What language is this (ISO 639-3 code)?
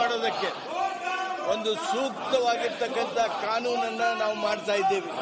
kan